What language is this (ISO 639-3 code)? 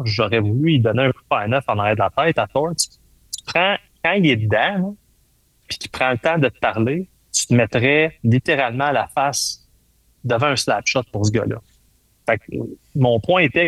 fra